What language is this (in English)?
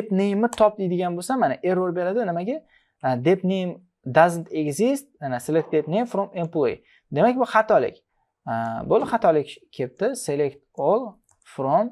Uzbek